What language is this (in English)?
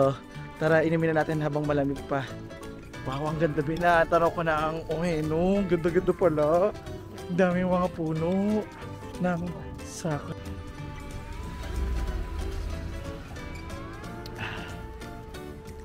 Filipino